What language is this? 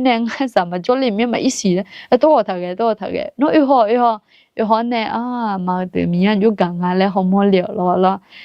Akha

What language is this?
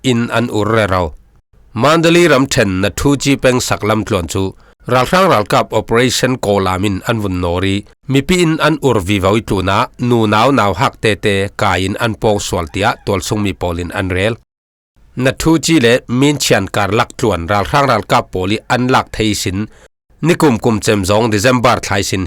Falam Chin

